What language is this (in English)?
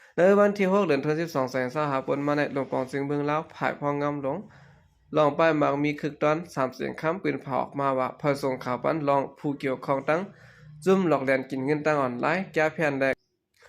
Shan